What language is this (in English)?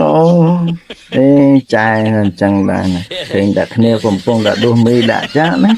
Khmer